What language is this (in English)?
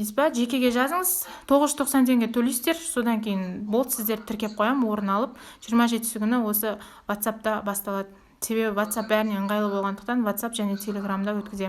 Kazakh